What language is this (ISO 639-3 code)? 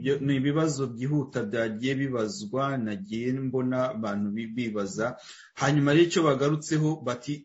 kin